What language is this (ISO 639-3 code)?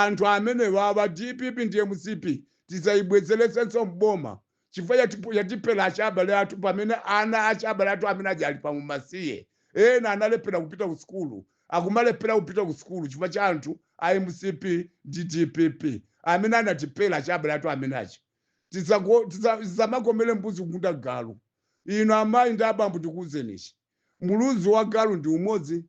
nya